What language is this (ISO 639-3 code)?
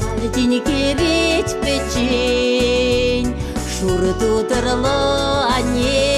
chv